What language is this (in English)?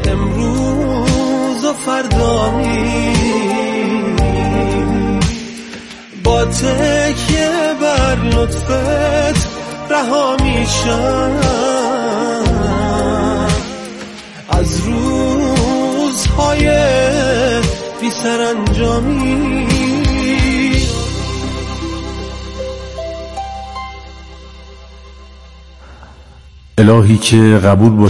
Persian